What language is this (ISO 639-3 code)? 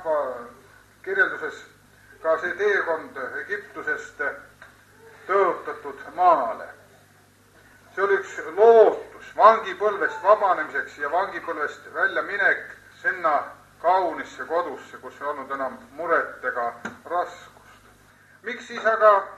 est